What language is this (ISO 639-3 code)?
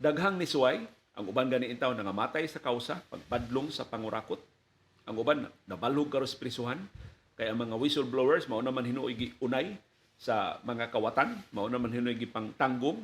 ceb